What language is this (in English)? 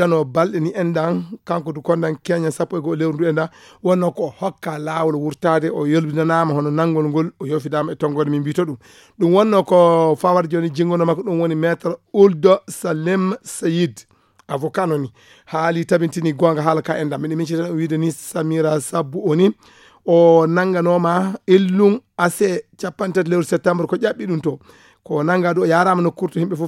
Fula